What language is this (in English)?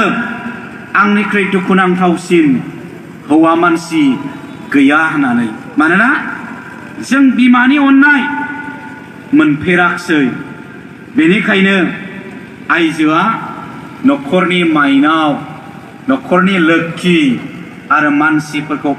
Bodo